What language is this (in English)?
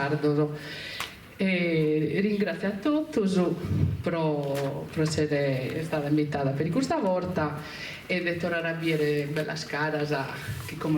Sardinian